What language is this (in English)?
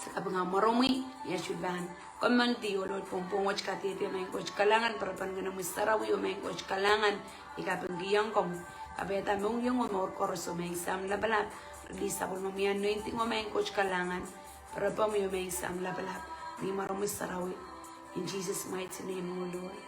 Pohnpeian